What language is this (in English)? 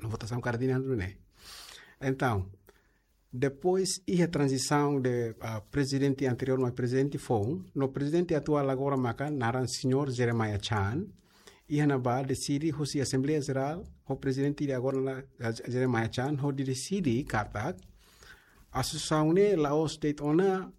Tetum